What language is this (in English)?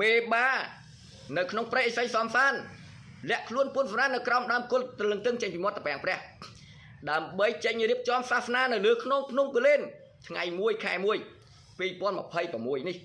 Khmer